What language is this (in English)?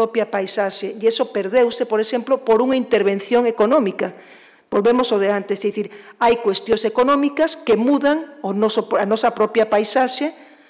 Galician